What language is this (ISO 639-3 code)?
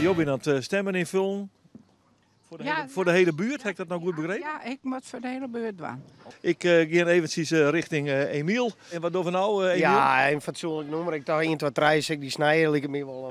fry